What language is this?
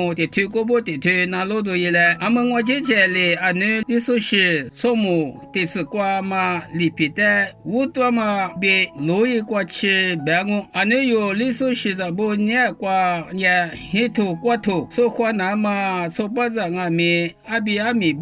Lisu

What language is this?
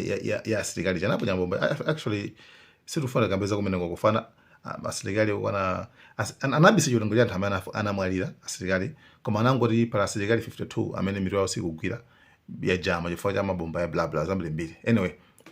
Nyanja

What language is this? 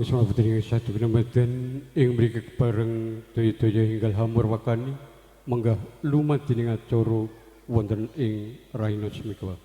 Javanese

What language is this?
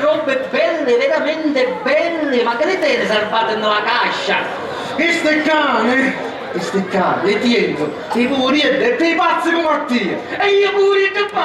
Sicilian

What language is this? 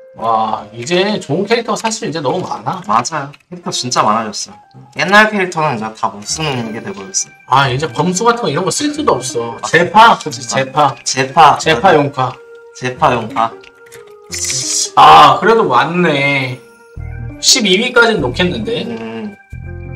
Korean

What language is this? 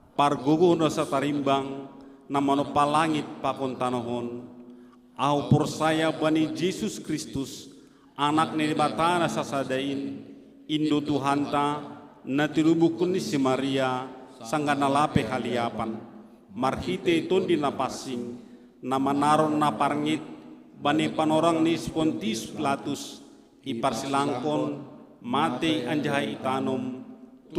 Batak Simalungun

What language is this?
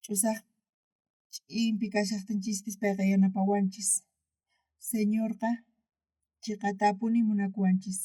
South Bolivian Quechua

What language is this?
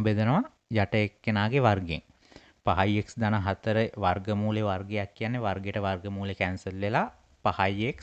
Sinhala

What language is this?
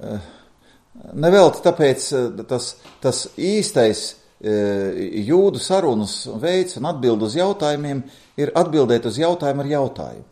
Latvian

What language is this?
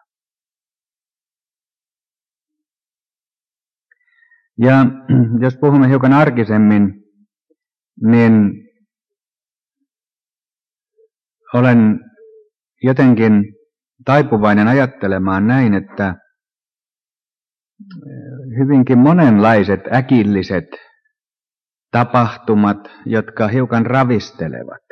Finnish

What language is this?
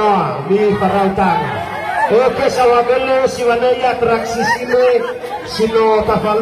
Nias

